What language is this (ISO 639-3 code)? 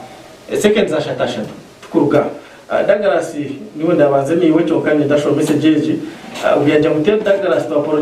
nyn